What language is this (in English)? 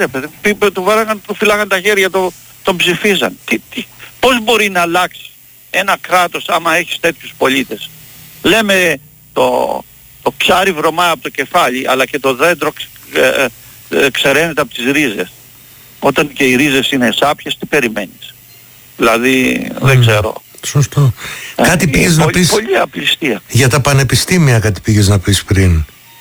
Greek